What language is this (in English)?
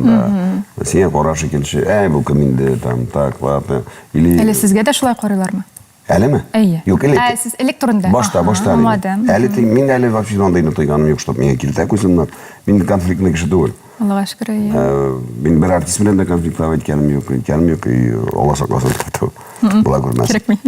Tatar